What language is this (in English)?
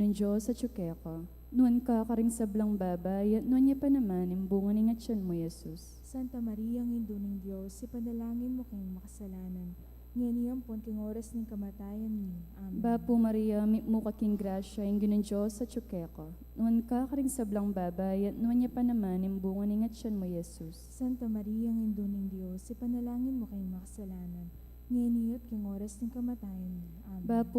Pampanga